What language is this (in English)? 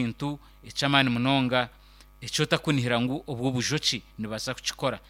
Nyankole